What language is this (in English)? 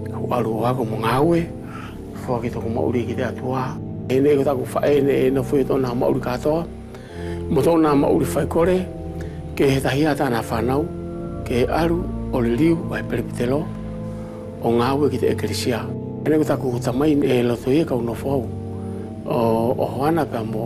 Wallisian